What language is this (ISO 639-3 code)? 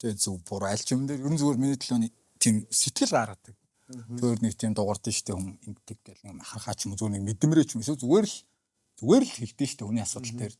mon